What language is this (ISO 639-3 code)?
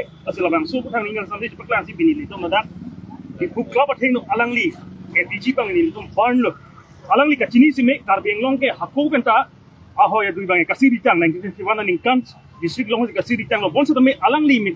mjw